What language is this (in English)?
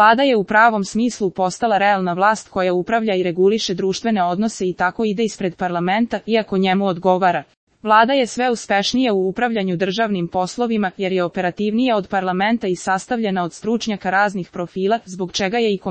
Serbian